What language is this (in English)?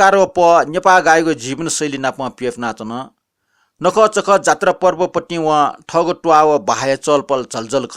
Newari